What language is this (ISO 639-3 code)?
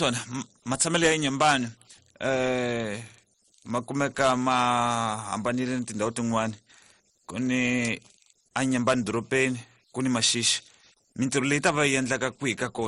tso